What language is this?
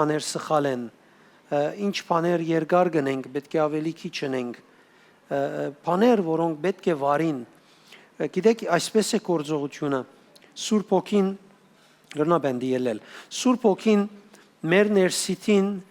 Western Armenian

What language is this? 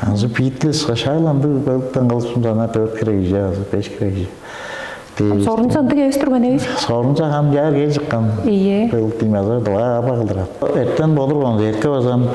Tuvinian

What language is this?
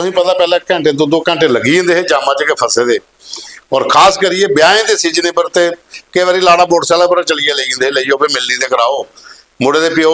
Dogri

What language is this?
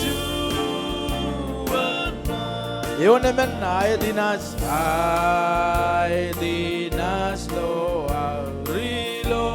Marshallese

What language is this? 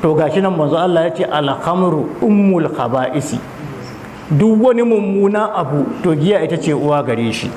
Hausa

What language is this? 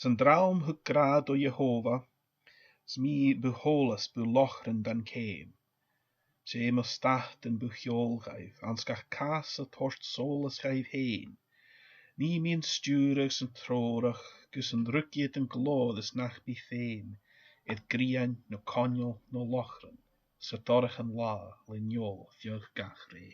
Scottish Gaelic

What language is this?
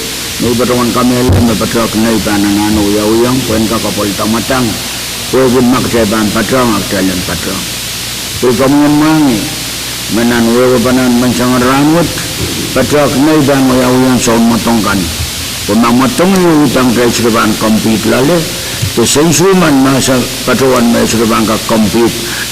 Pohnpeian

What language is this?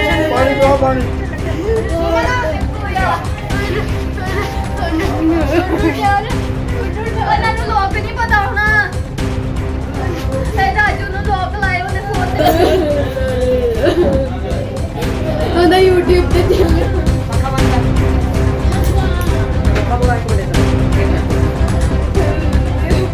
Punjabi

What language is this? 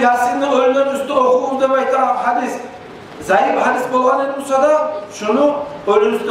Kumyk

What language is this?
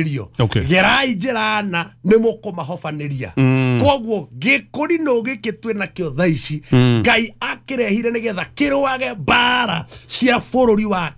Kikuyu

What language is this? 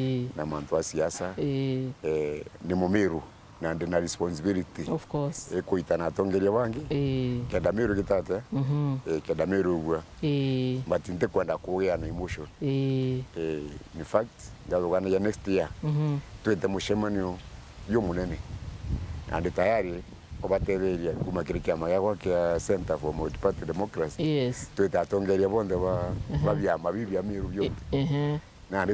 Meru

